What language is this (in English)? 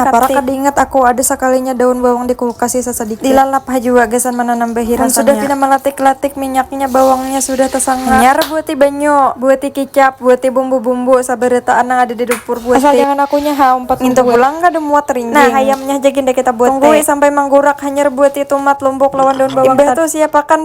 Banjar